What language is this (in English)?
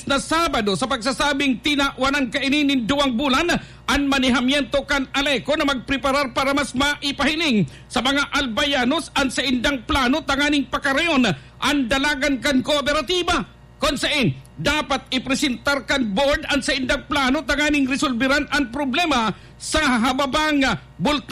Bikol